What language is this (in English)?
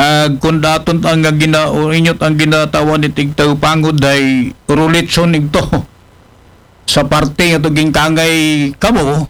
Aklanon